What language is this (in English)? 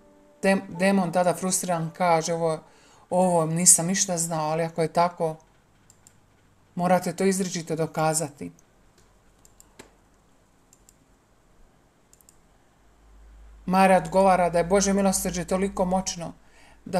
Croatian